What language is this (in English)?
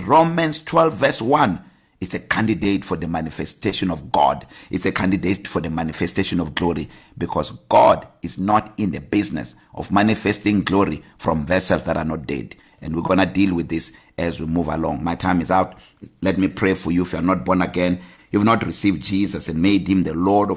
English